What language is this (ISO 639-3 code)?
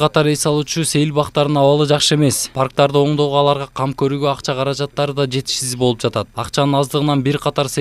kir